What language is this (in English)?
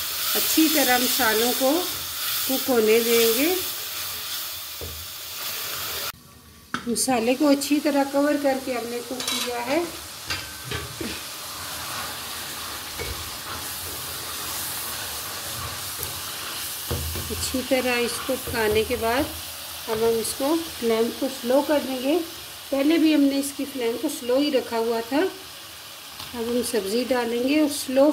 Hindi